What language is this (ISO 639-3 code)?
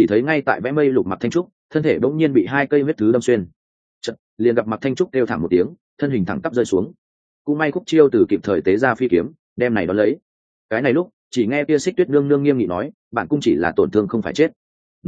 vie